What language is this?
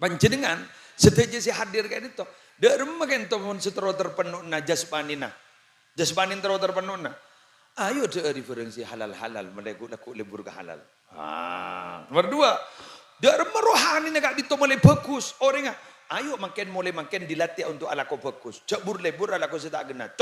Madurese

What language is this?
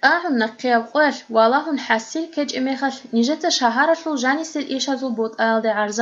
Avaric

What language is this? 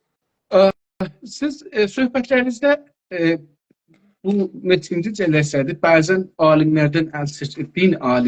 South Azerbaijani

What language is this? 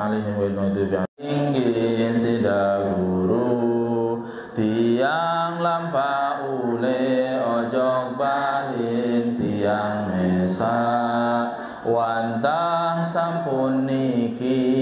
Sasak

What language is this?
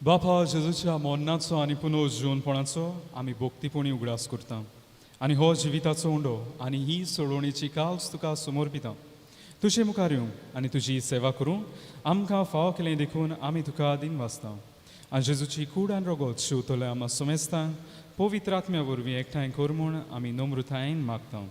Konkani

